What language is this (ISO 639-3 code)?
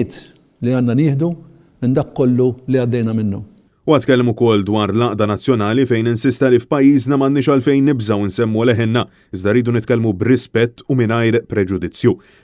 mlt